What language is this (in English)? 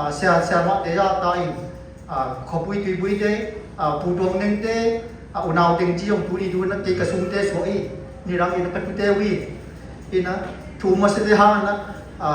Siyin Chin